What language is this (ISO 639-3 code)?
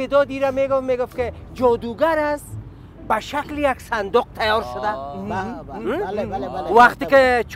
fas